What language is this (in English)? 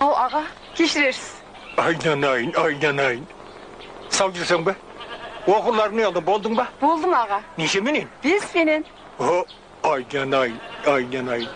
Kara-Kalpak